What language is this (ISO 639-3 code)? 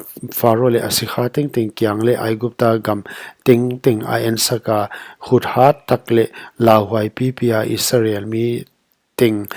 pck